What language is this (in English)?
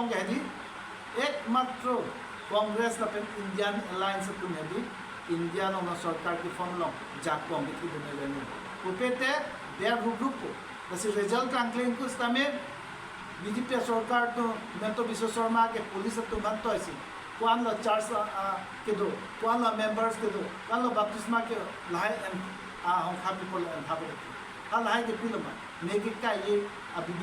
Karbi